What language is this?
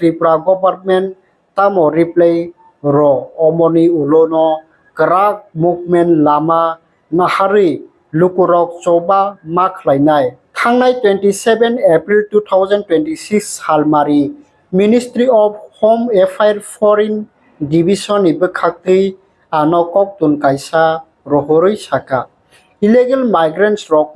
Kok Borok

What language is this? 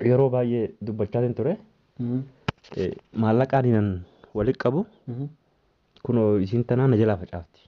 Oromo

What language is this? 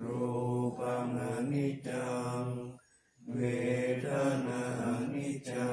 Pali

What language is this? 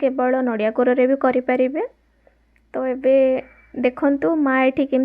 Odia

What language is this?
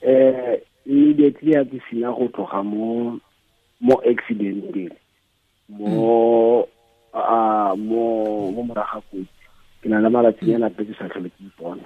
Tswana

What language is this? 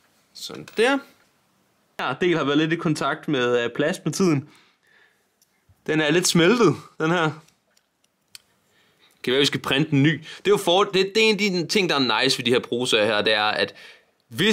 Danish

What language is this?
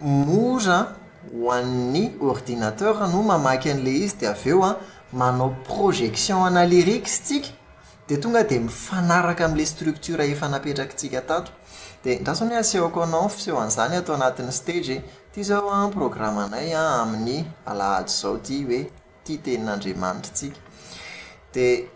Malagasy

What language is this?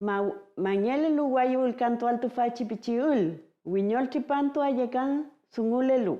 Mapuche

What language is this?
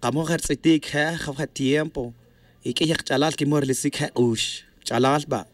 Tz'utujil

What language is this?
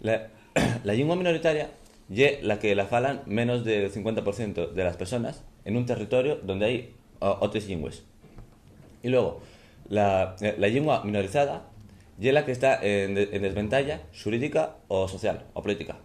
Asturian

